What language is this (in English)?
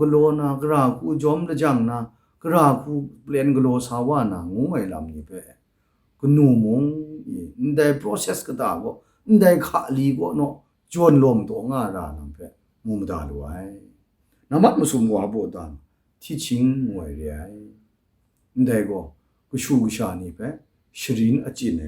Kachin